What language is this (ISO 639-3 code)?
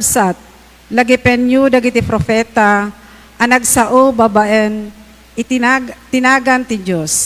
ilo